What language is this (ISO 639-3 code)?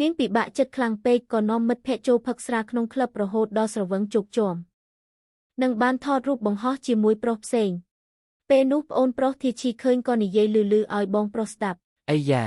khm